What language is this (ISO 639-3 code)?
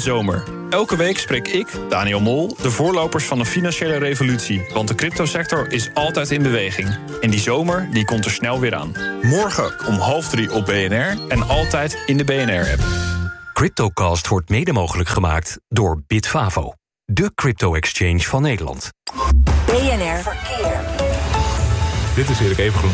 nld